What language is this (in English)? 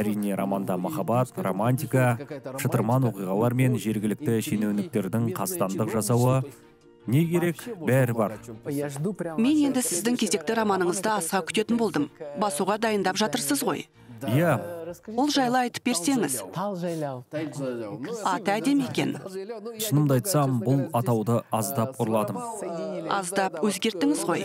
Kazakh